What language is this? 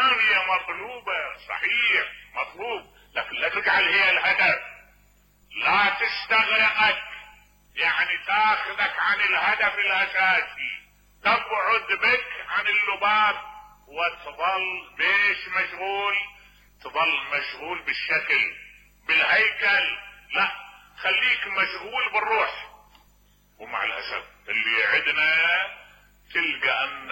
Mesopotamian Arabic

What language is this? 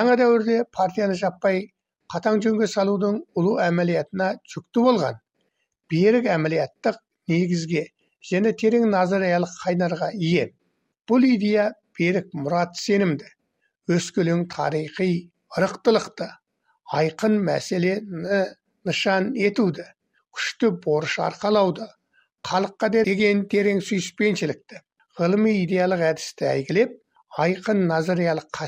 Kazakh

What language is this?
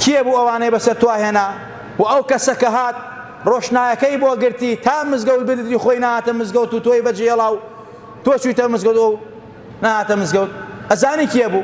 Central Kurdish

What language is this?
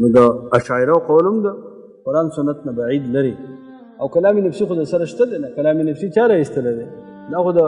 Pashto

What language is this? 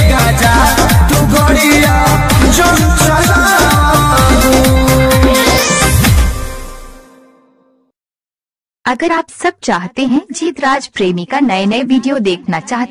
Bhojpuri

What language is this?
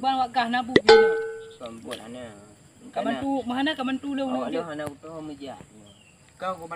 Achinese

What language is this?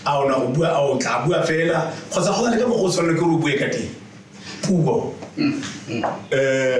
Tswana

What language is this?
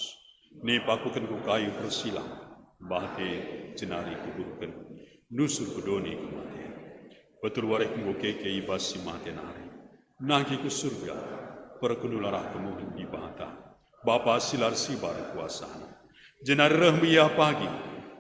Batak Karo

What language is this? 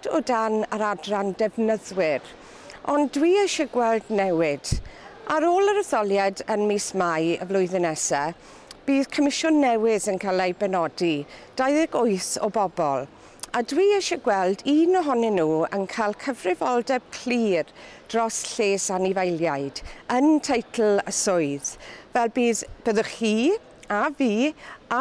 Welsh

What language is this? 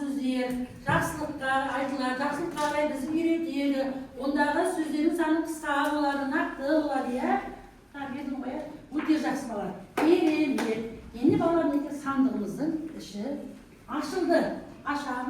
Kazakh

